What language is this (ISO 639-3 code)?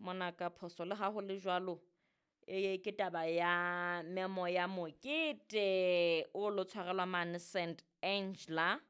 sot